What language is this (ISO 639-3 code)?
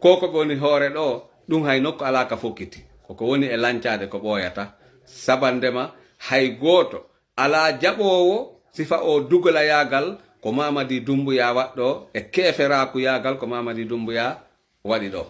ful